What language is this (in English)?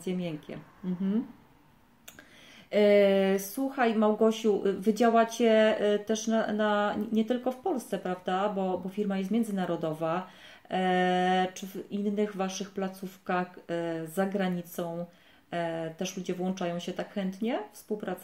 Polish